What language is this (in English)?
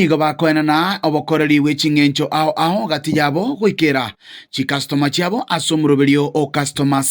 Gusii